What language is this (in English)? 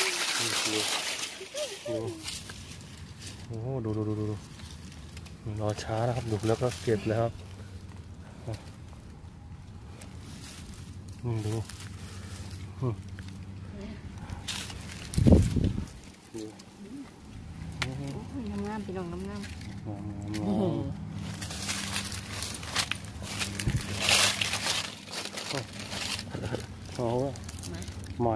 Thai